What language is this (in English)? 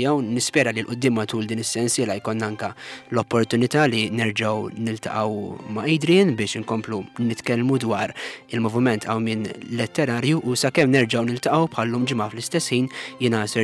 Maltese